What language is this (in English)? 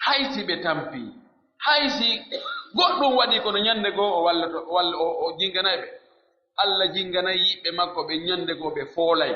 Pular